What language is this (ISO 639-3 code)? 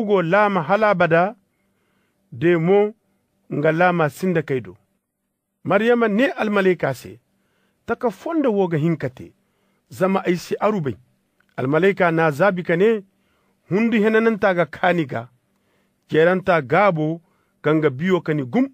ses